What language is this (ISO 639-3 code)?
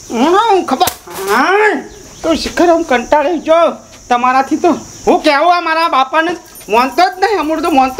guj